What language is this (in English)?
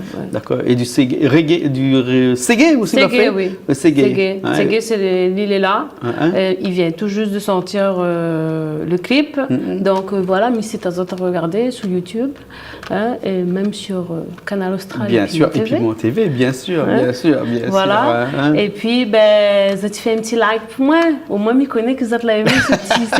Réunion Creole French